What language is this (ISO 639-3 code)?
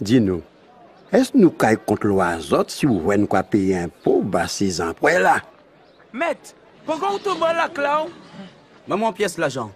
gcf